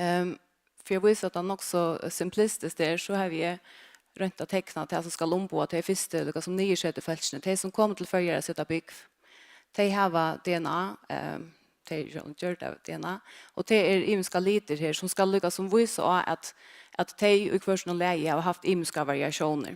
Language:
Faroese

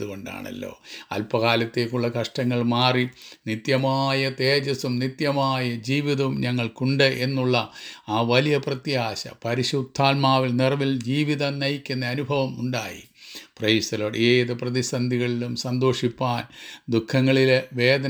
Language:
Malayalam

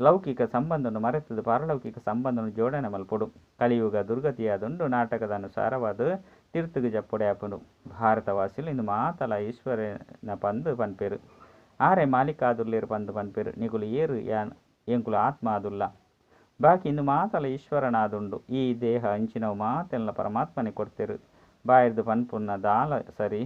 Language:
Tulu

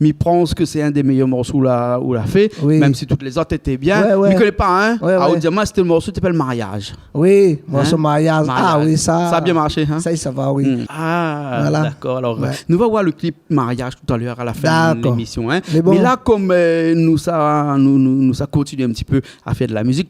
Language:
Réunion Creole French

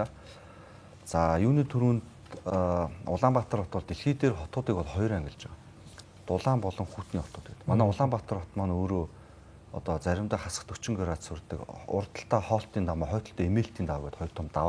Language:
Mongolian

